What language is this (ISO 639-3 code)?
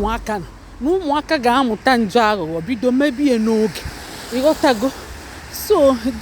ibo